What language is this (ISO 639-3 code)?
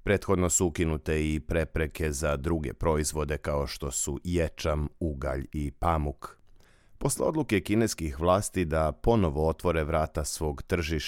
srp